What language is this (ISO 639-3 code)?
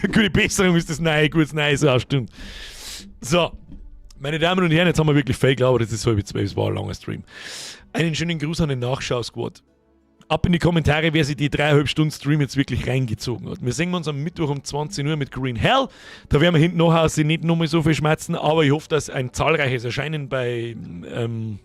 bar